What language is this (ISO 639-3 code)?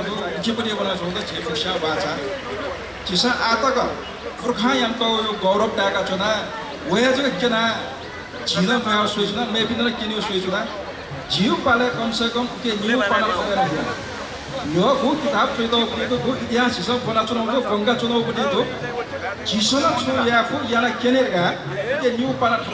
new